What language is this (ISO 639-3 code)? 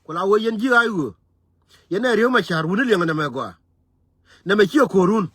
nus